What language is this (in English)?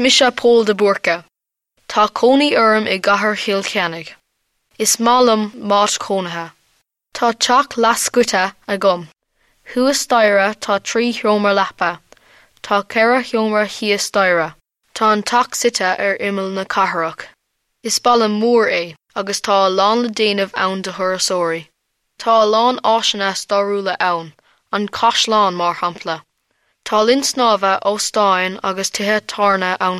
Irish